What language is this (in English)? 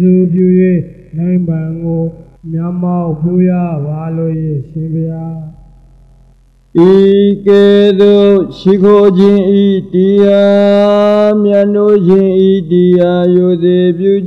Burmese